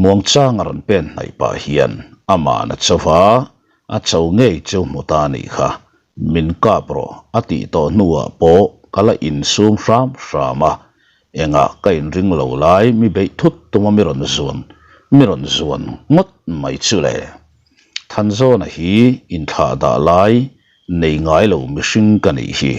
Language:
Mizo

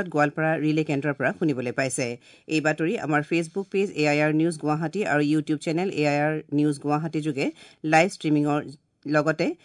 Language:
Assamese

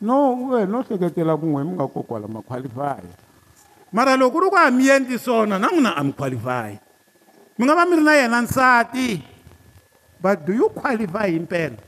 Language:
Tsonga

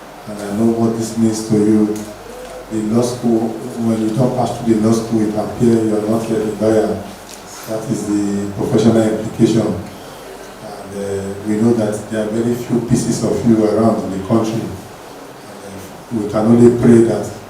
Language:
Nigerian Pidgin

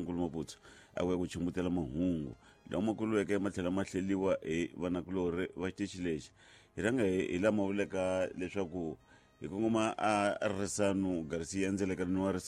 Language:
Tsonga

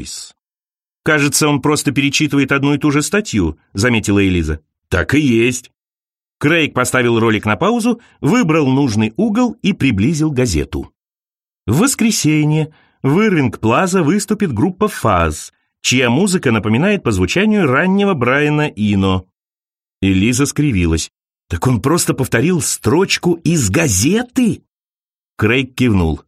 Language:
Russian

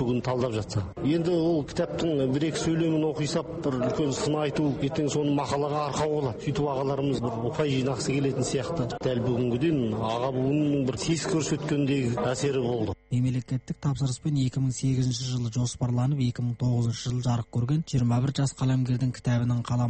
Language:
Kazakh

